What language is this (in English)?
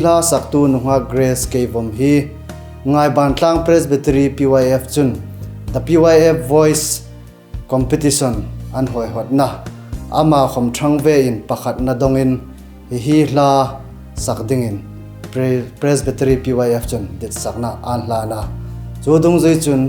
Hmar